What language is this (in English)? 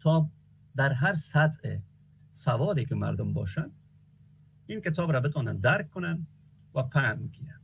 Persian